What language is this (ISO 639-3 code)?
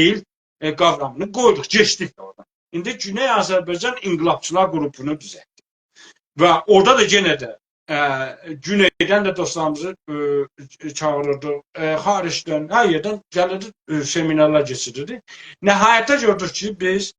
azb